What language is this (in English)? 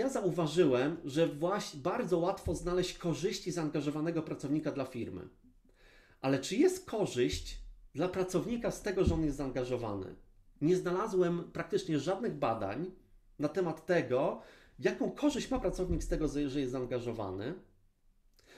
Polish